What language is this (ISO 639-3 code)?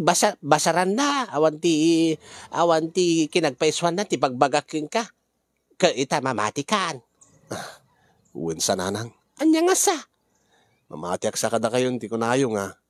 ilo